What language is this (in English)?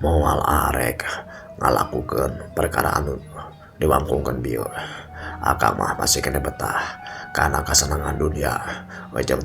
Sundanese